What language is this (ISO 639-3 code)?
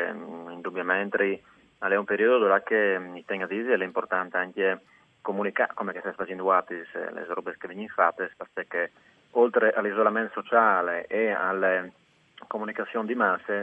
fur